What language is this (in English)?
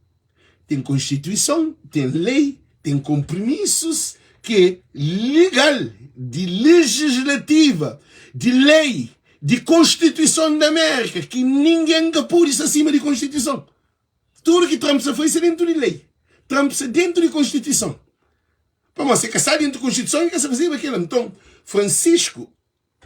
Kabuverdianu